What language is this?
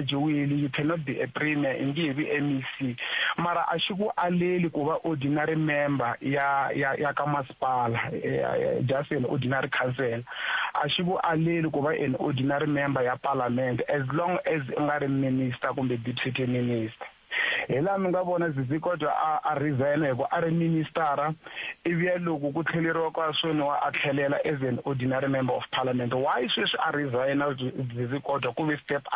Tsonga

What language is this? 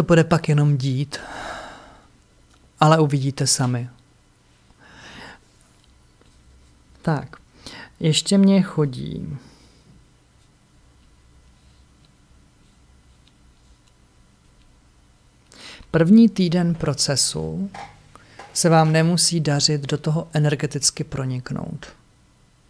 Czech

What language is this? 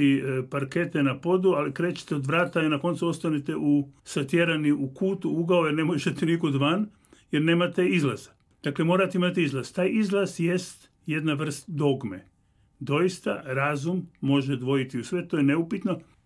Croatian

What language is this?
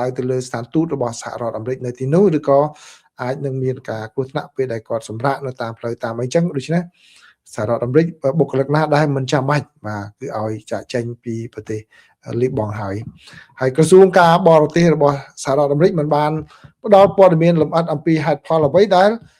Khmer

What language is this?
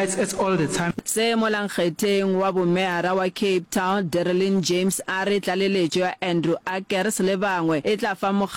Northern Sotho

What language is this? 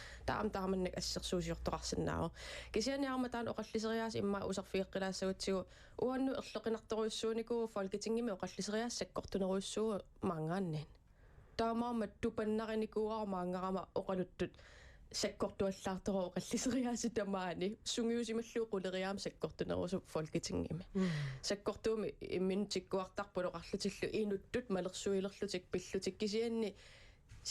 Kalaallisut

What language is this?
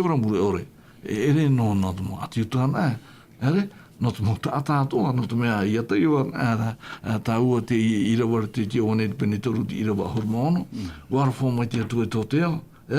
Tahitian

